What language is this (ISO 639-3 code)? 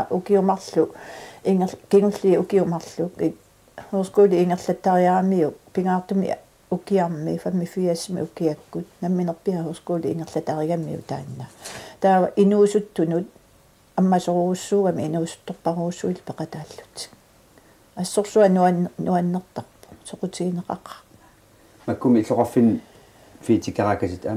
kal